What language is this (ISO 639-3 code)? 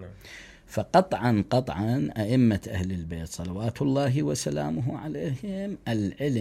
acm